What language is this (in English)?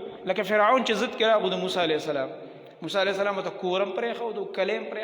Pashto